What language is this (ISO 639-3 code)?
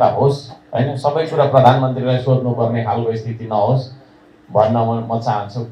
nep